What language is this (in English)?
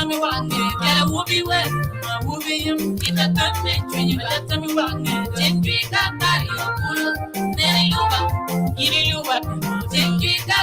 Acoli